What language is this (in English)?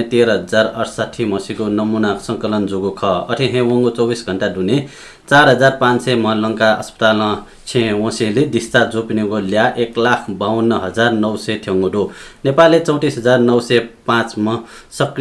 Newari